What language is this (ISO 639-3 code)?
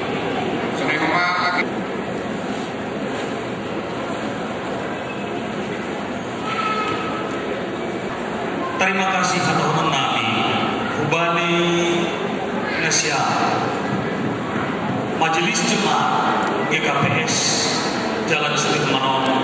ind